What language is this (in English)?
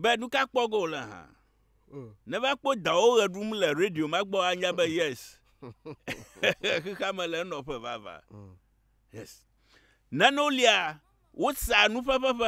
Ewe